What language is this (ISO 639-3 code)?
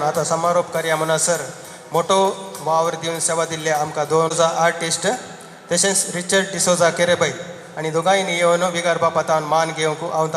kok